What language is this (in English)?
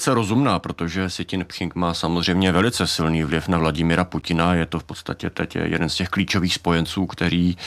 Czech